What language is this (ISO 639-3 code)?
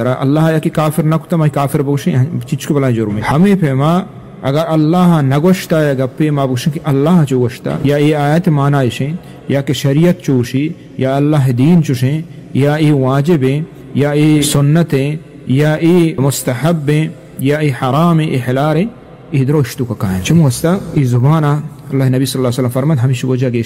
bgp